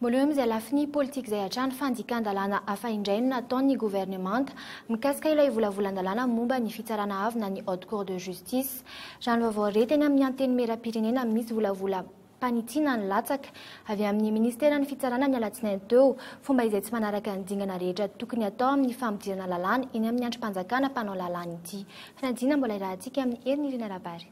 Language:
Malagasy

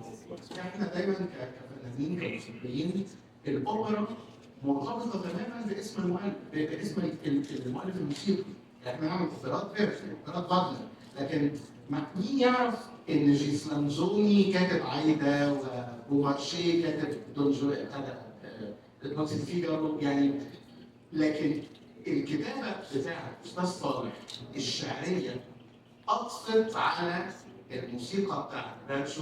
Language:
Egyptian Arabic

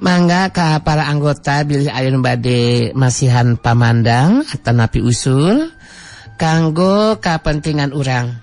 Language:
Sundanese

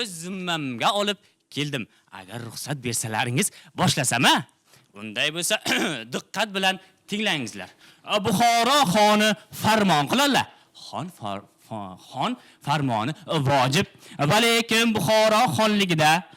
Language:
Uzbek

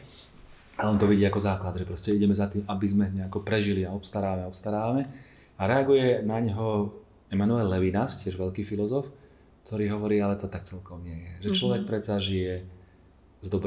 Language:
Slovak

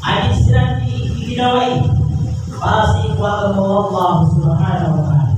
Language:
Maranao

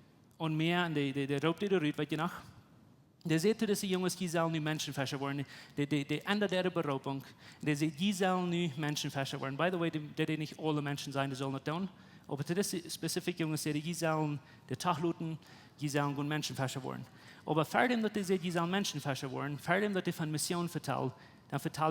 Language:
Plautdietsch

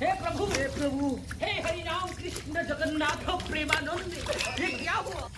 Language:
Chhattisgarhi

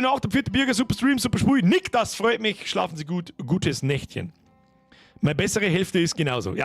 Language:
Bavarian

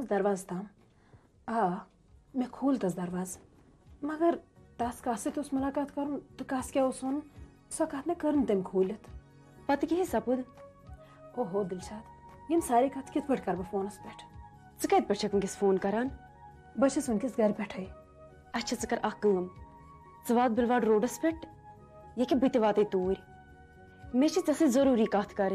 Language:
Kashmiri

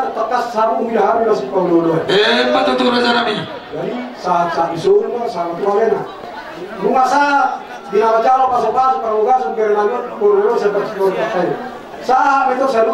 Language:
Batak Toba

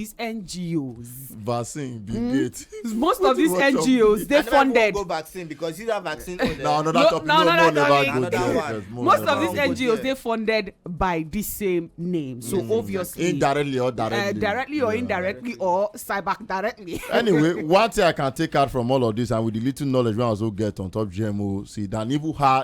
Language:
Nigerian Pidgin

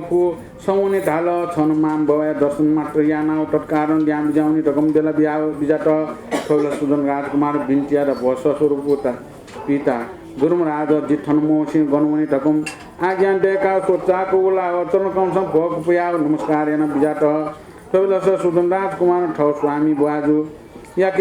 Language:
Newari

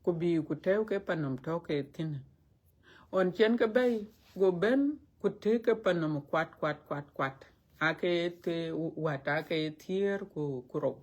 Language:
Dinka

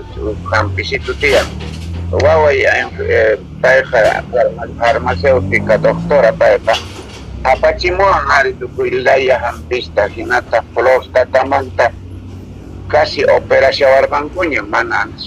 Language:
South Bolivian Quechua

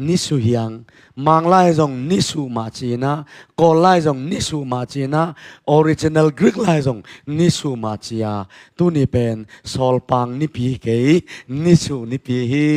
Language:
Tedim Chin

